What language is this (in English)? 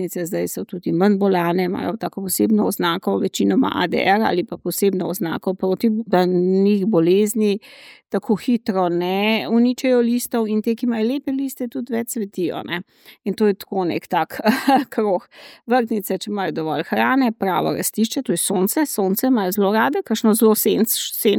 Slovenian